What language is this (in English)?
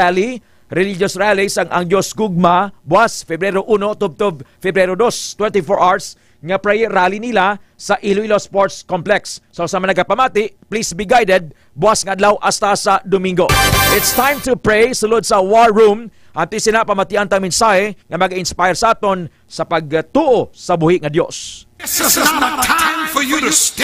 Hiligaynon